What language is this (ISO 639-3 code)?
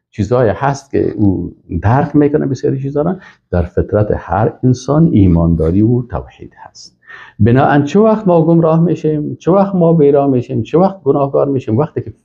fas